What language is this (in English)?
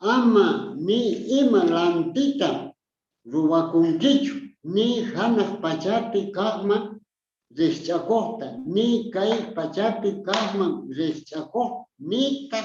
South Bolivian Quechua